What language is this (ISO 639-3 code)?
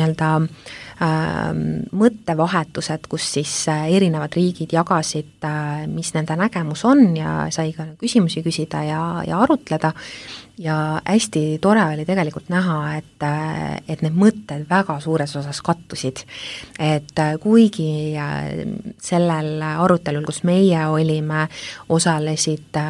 est